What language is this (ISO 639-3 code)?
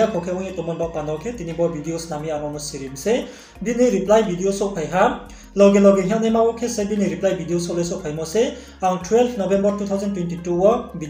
ria